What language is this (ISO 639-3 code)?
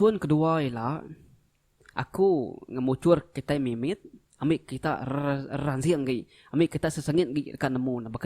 iba